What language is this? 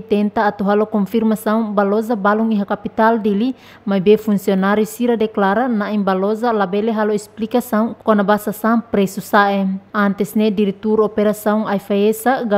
Tetum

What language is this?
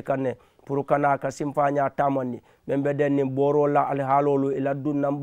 Mandingo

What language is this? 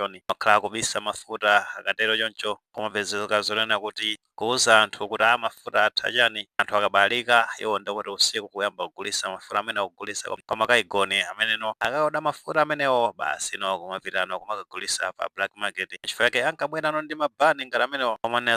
Nyanja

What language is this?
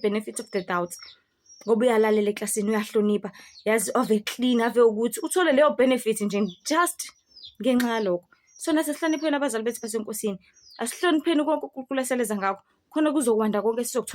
Zulu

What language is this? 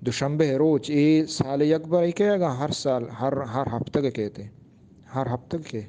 Eastern Balochi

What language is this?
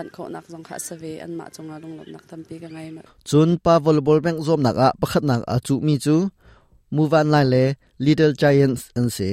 Hakha Chin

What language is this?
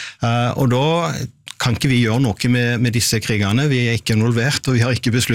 Norwegian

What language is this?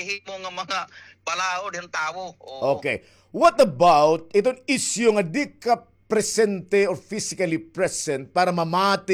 Waray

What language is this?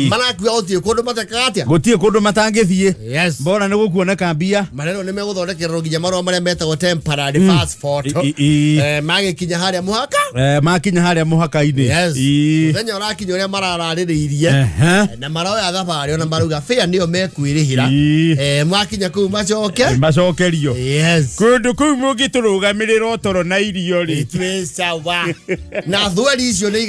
Kikuyu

